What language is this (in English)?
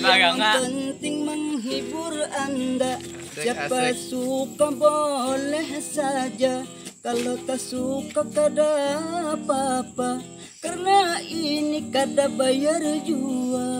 Banjar